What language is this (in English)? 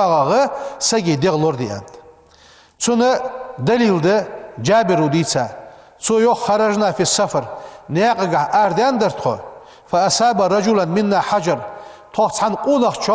Ingush